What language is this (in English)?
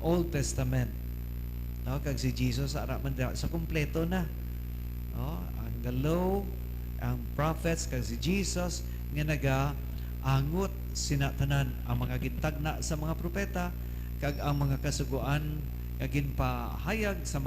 Hiligaynon